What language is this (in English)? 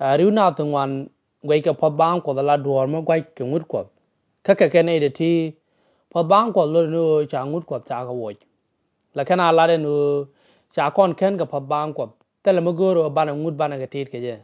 Nuer